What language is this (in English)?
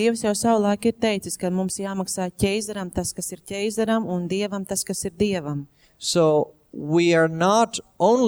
Latvian